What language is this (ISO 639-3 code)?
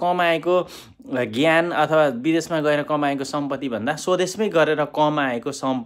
nep